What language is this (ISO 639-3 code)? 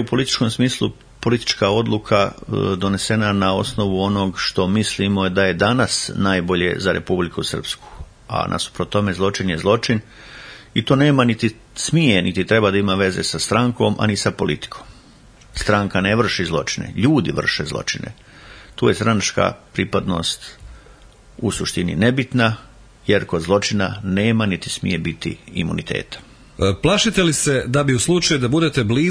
srp